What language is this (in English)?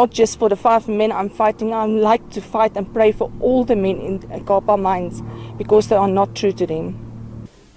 Venda